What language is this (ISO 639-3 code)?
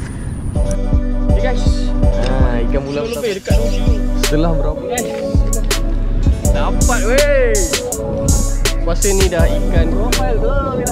msa